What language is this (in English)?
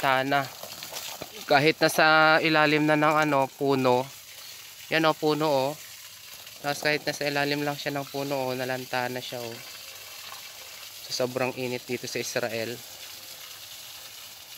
Filipino